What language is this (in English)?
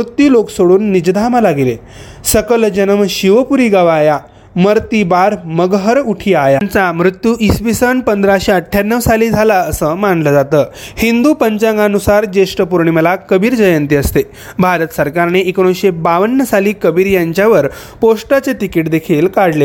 Marathi